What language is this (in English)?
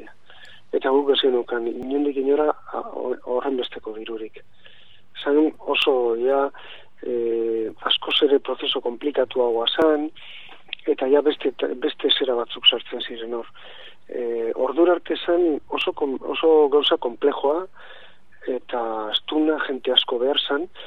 Basque